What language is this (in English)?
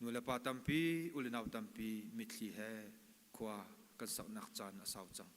Hakha Chin